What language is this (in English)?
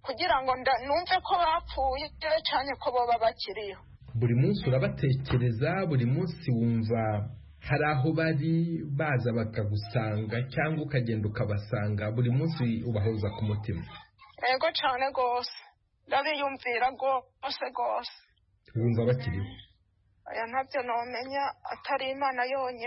Kinyarwanda